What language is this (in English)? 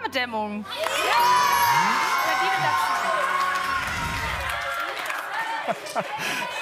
German